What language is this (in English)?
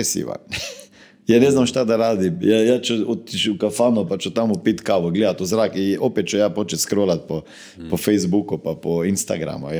Croatian